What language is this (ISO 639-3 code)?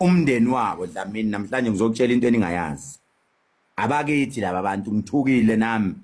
zul